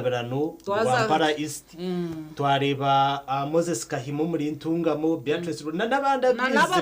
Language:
Nyankole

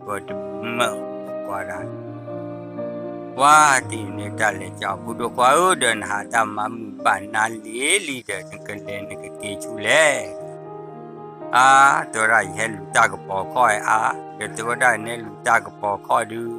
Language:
S'gaw Karen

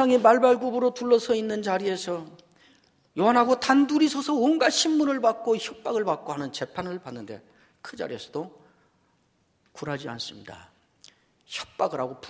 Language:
Korean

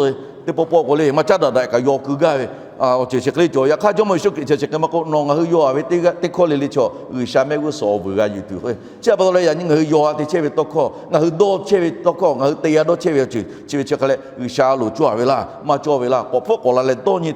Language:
Lahu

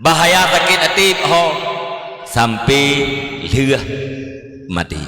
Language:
Achinese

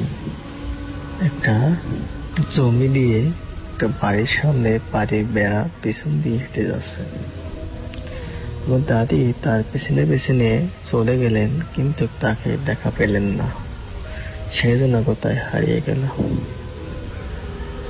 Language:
Bangla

